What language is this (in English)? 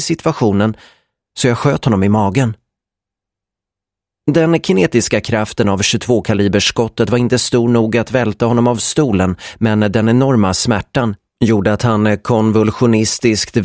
Swedish